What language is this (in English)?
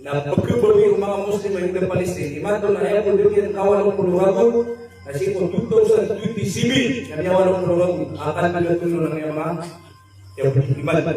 Maranao